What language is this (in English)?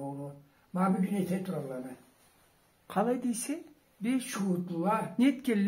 Karachay-Balkar